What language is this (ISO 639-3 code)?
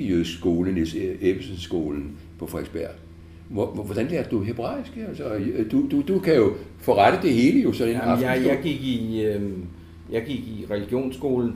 dan